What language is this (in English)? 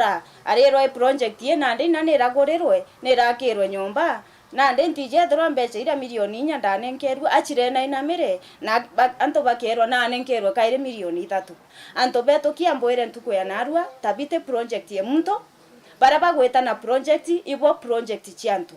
Meru